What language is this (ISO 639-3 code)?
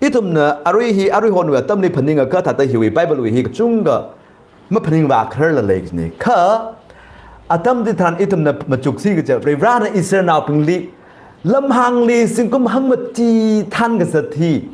nmf